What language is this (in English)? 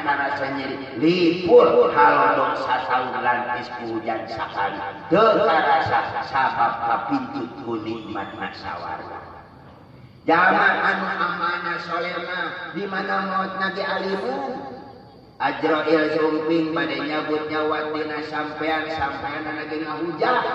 Sundanese